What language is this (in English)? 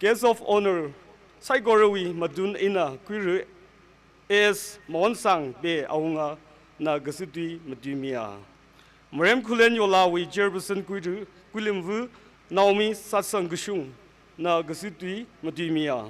Tangkhul Naga (India)